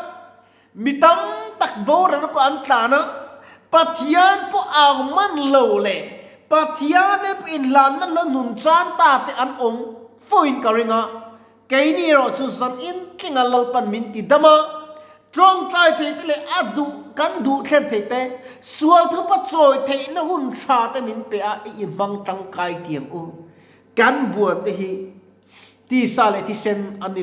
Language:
Mizo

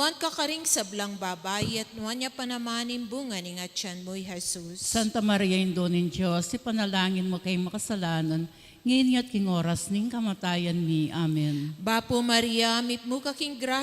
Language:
Pampanga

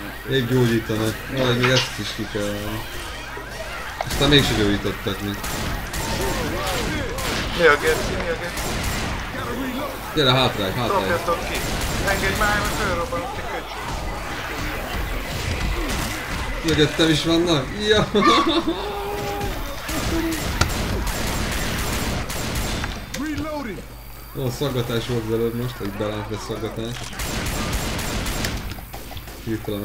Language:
Hungarian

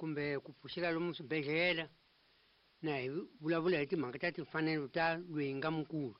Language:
Tsonga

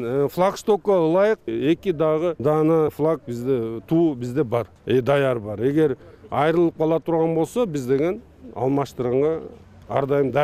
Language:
Kyrgyz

